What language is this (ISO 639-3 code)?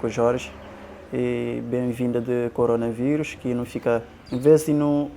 kea